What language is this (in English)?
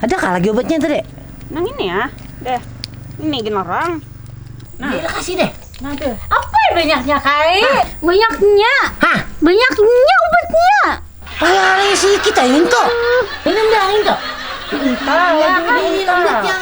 Banjar